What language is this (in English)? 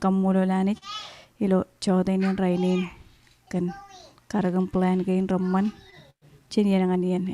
Marshallese